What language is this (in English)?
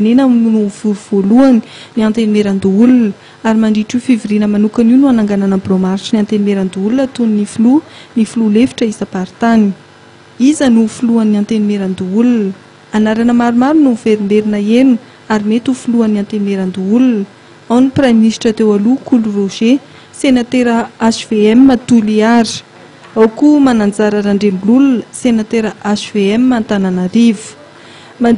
Malagasy